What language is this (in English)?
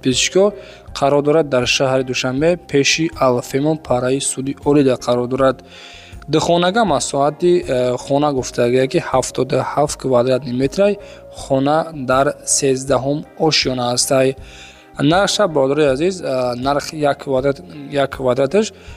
Tajik